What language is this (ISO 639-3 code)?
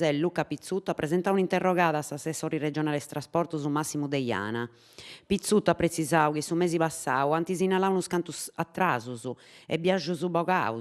srd